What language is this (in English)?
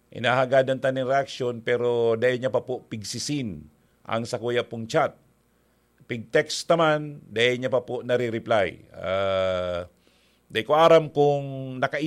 Bikol